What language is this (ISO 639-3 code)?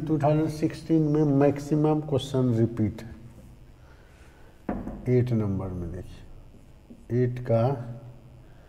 hin